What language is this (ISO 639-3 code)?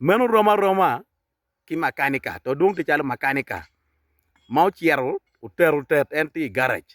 ach